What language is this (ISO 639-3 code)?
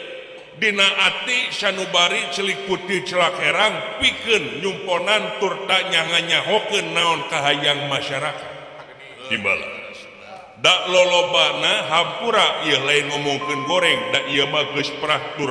sun